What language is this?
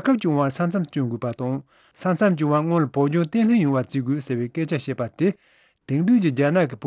Tibetan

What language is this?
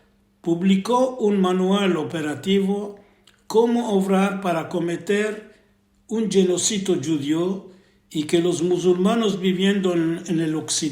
Ladino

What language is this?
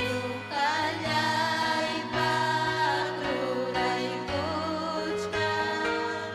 Ayacucho Quechua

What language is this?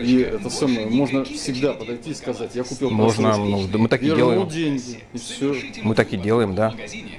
Russian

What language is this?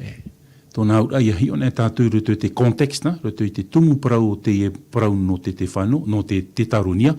Tahitian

